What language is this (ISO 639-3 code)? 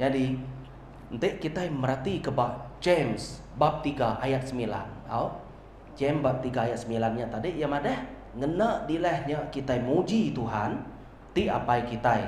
iba